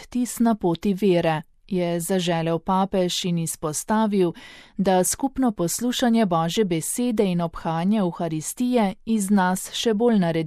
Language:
Slovenian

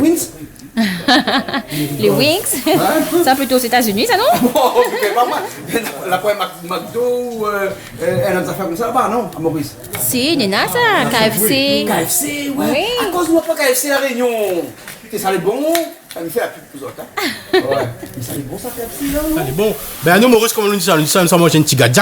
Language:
Réunion Creole French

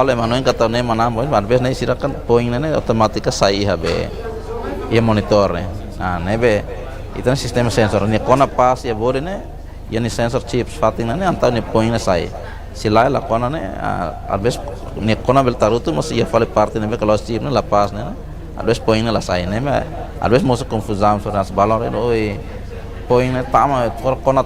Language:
Tetum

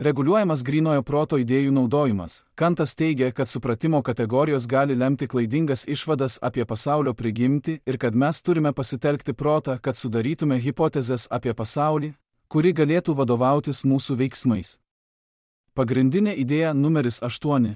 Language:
Lithuanian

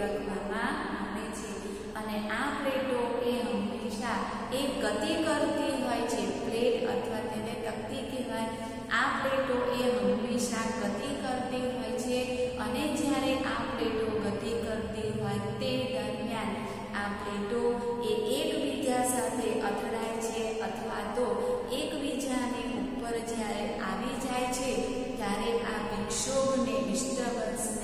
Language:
Gujarati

